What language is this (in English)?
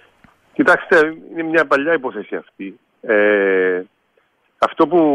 Greek